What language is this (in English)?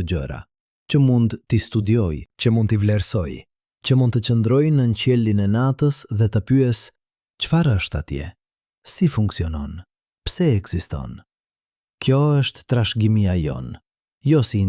Albanian